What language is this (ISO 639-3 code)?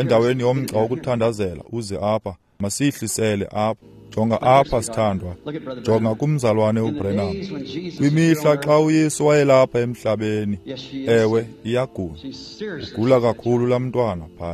xho